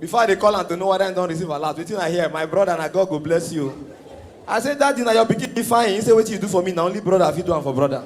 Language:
Nigerian Pidgin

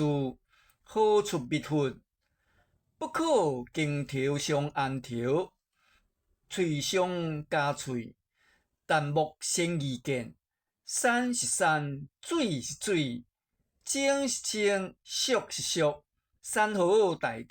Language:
Min Nan Chinese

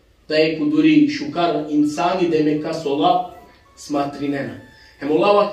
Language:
Balkan Romani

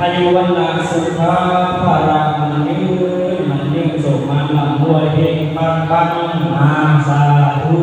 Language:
Lao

